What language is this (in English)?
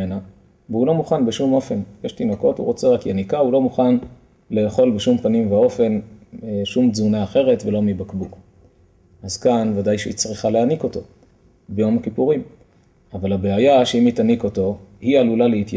Hebrew